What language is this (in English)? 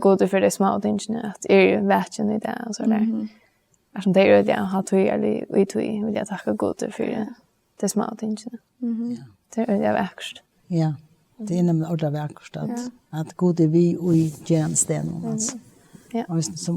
Faroese